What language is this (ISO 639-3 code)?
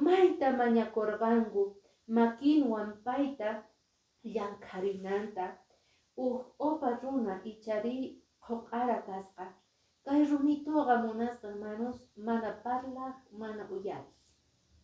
que